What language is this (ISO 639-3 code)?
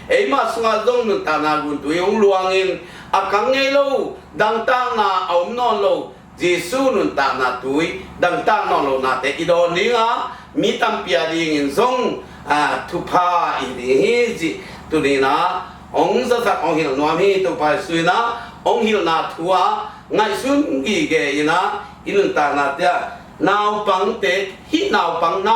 ctd